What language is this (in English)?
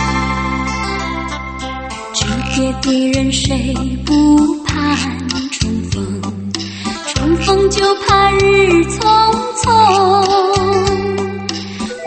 Chinese